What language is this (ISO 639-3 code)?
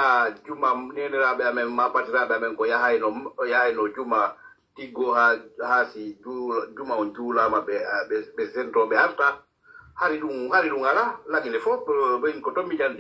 fuf